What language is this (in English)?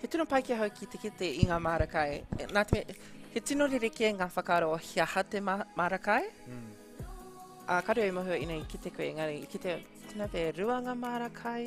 Māori